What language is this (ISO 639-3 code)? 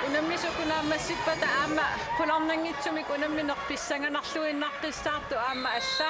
kal